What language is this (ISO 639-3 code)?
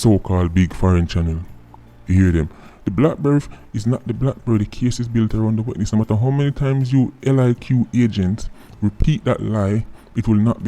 jam